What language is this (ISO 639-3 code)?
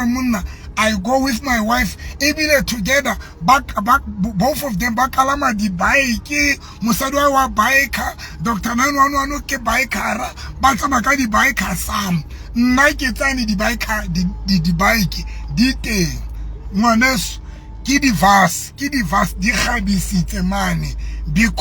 sot